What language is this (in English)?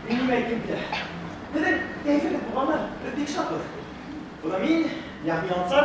Bashkir